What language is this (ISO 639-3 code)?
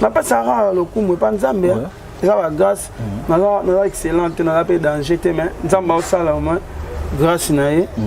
lin